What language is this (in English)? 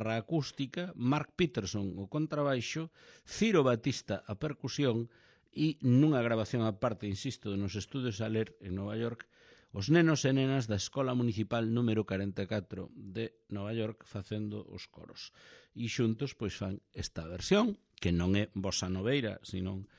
Galician